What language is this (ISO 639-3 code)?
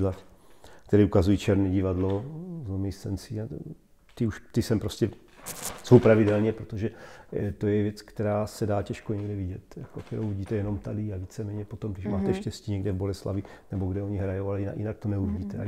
ces